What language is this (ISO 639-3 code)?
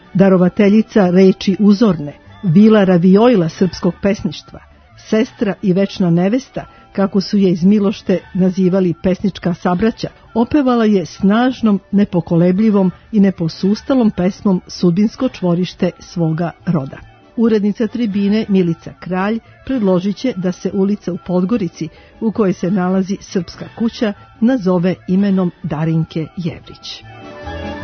srp